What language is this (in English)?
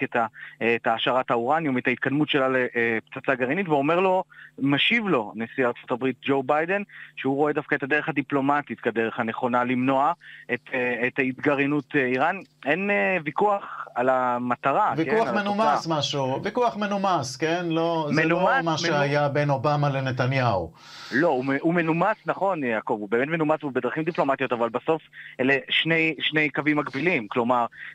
Hebrew